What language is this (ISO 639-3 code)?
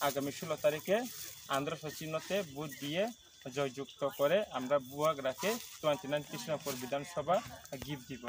trp